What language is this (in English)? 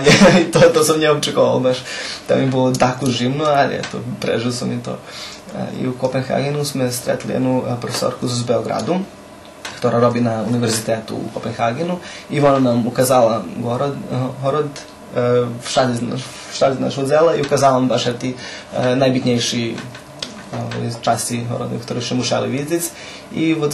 Rusyn